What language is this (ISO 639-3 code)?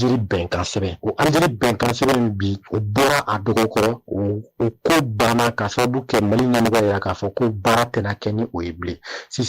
bam